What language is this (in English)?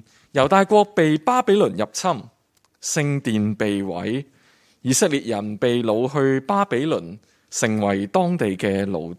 Cantonese